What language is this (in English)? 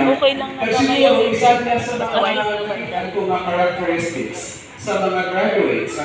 Hiligaynon